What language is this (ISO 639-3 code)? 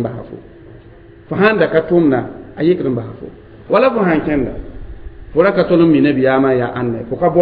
mos